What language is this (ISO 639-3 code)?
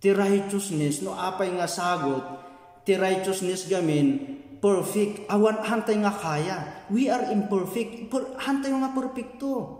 ilo